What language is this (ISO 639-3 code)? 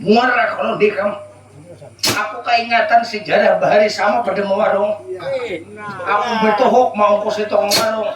bjn